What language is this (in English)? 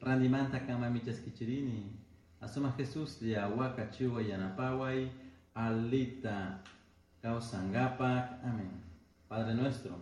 Chimborazo Highland Quichua